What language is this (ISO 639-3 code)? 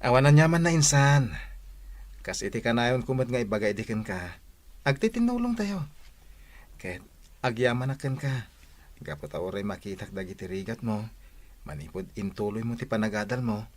ilo